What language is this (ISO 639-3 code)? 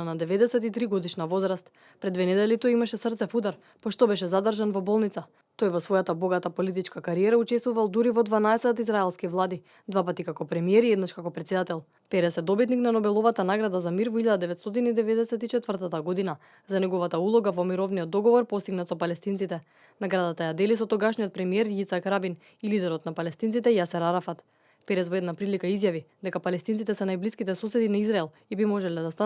mkd